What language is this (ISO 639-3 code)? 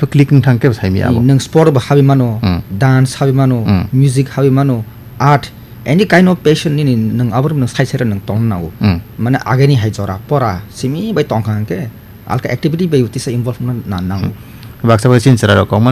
trp